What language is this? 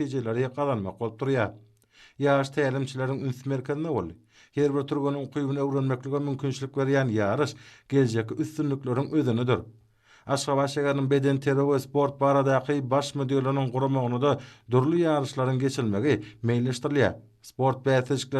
Turkmen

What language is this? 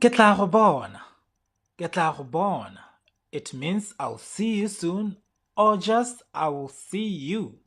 Tswana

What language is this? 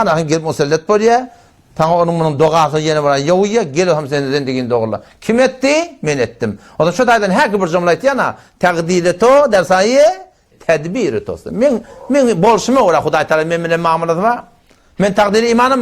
Turkmen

